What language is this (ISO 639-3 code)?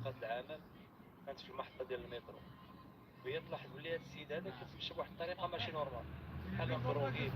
arq